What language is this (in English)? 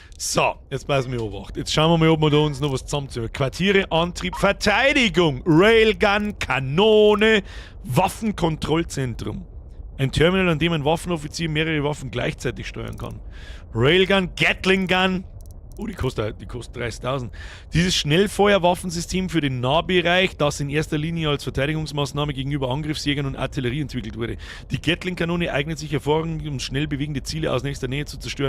Bavarian